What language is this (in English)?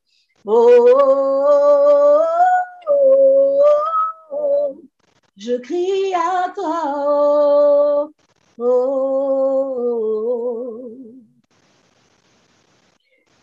French